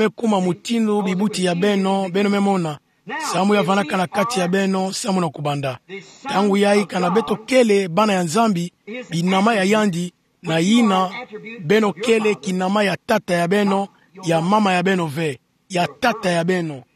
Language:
Kituba (Democratic Republic of Congo)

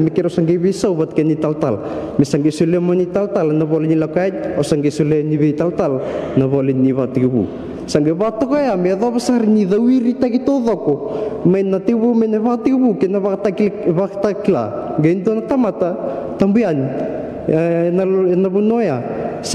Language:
Fijian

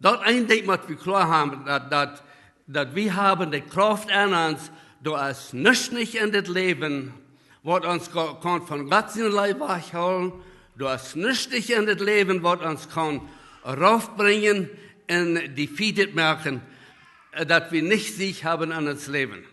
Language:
Plautdietsch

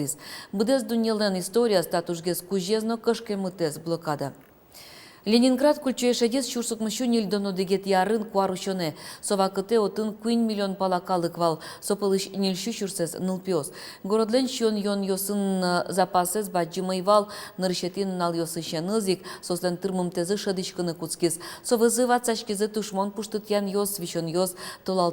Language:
Udmurt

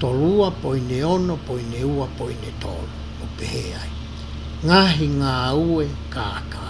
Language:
Tongan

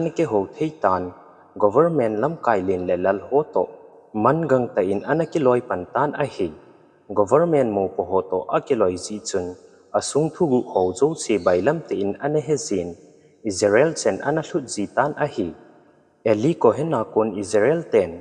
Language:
Thado Chin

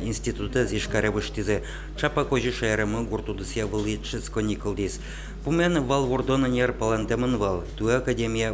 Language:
Udmurt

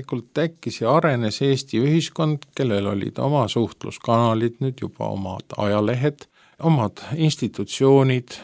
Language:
Estonian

